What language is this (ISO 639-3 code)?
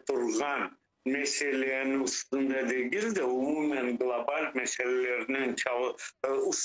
crh